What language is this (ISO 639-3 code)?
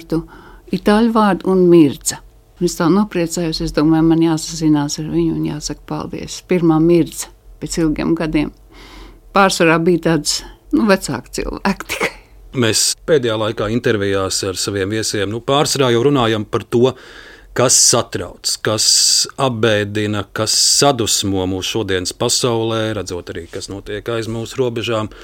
lav